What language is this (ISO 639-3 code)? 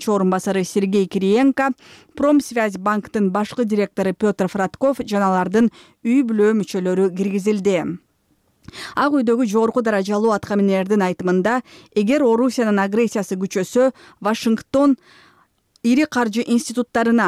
kir